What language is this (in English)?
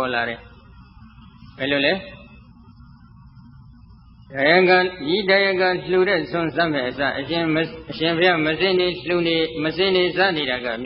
Burmese